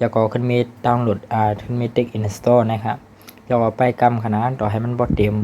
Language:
Shan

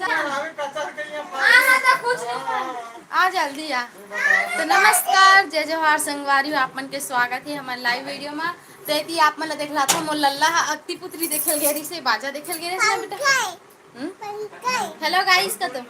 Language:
Chhattisgarhi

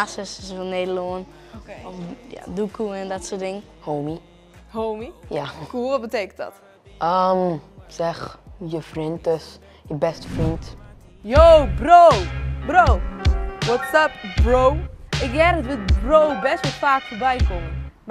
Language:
Western Frisian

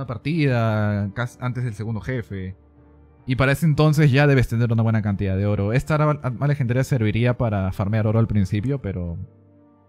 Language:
Spanish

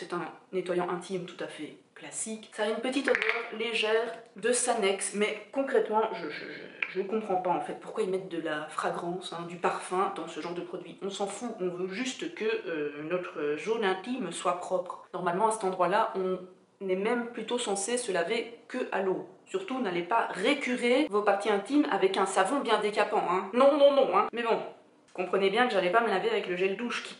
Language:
French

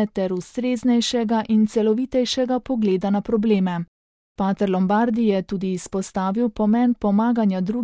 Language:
Slovenian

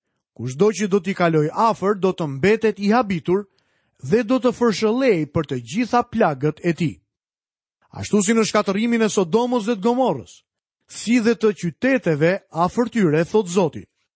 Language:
Albanian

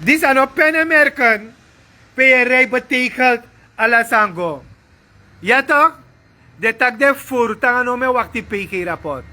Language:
Sranan Tongo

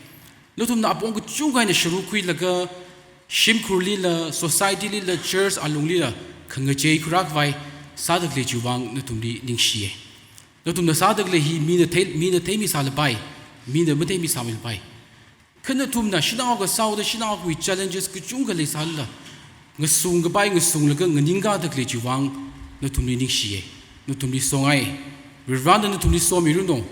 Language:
Tangkhul Naga (India)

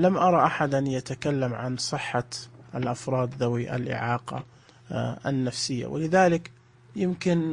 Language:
Najdi Arabic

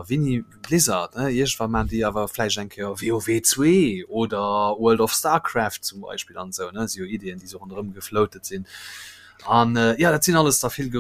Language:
Luxembourgish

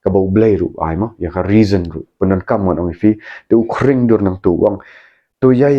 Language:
Khasi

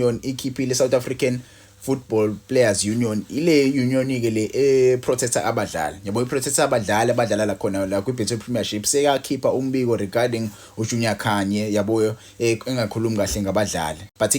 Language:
Zulu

